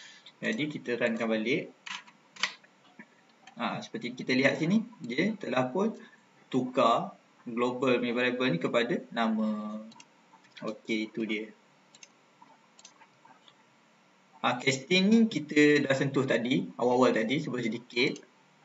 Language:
Malay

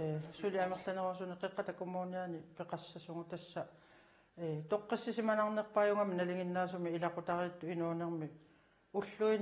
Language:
Kalaallisut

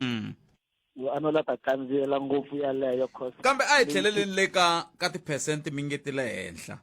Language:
Tsonga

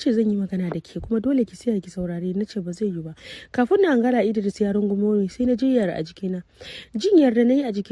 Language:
Hausa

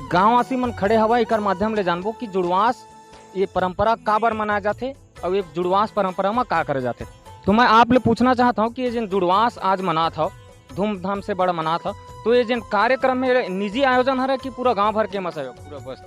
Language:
Chhattisgarhi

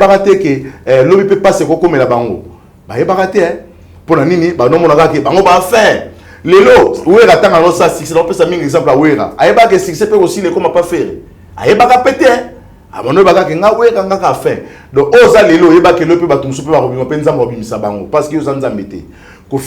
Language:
Lingala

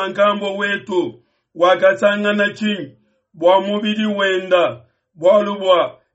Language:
Luba-Lulua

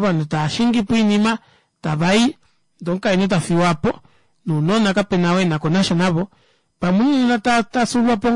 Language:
Kuanyama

